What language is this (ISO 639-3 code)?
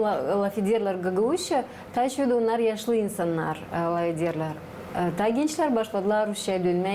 gag